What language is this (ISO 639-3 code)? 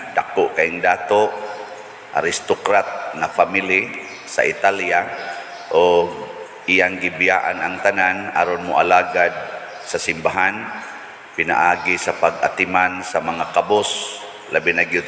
ceb